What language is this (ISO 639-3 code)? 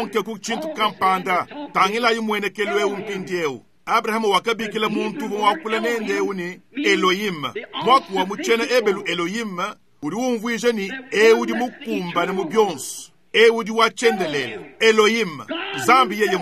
lua